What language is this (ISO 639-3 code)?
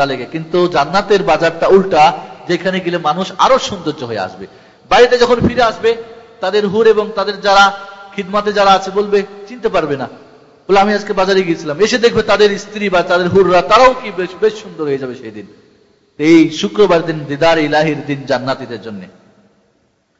ben